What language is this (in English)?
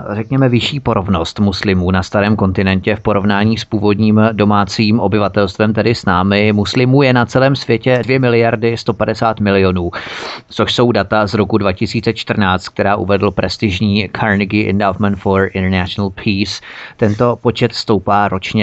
Czech